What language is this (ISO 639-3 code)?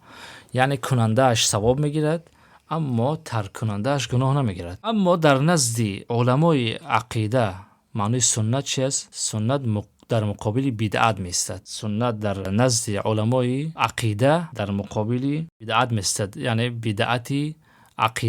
tgk